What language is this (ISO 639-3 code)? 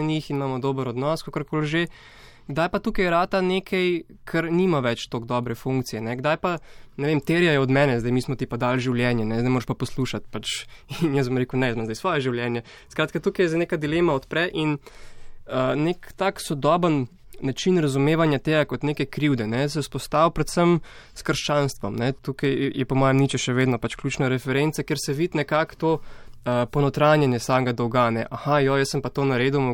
slv